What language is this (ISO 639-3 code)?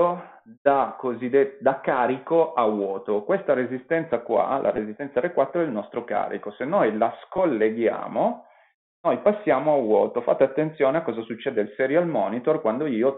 ita